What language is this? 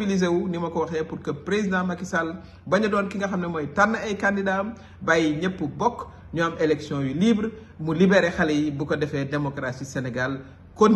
Wolof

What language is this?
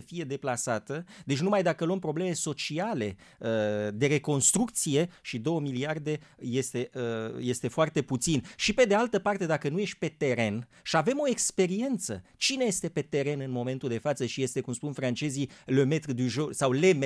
Romanian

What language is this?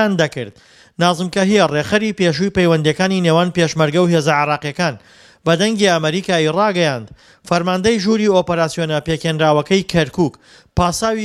Central Kurdish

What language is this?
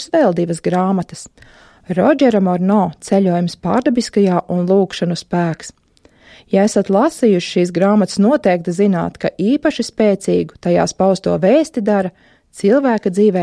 Latvian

